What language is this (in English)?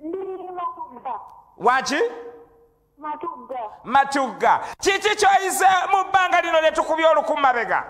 Ganda